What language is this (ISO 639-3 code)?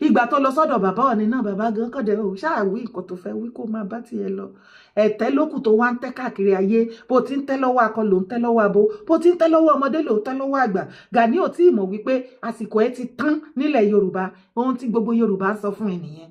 yor